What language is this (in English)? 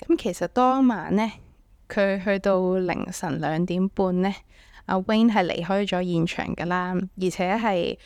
Cantonese